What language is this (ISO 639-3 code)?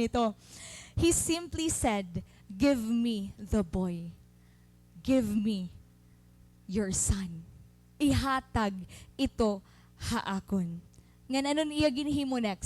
war